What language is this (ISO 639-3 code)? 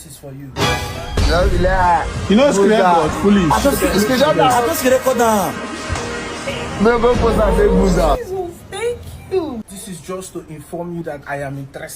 pcm